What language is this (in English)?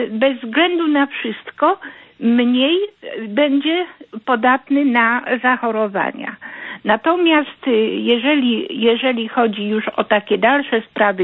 Polish